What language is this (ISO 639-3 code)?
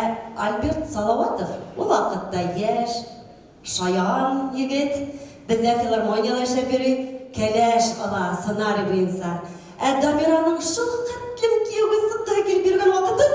bak